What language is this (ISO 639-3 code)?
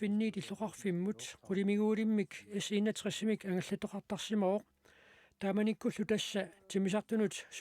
kal